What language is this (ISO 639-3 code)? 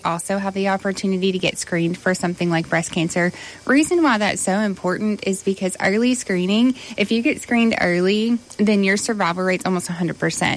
eng